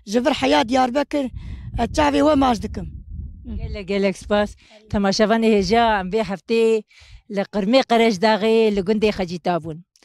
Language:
Kurdish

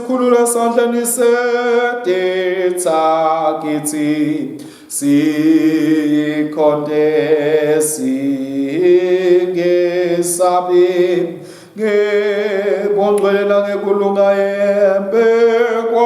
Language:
Swati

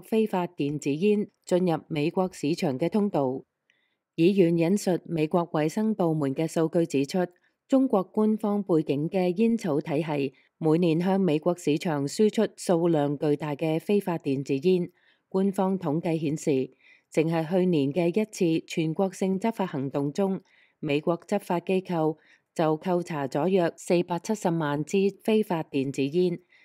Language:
Cantonese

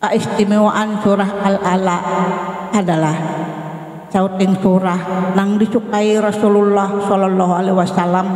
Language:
Banjar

